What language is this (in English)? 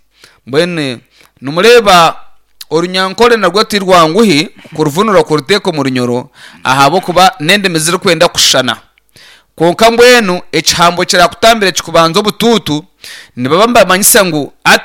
Nyankole